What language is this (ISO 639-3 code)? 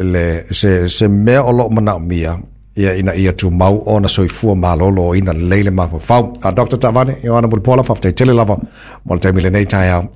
smo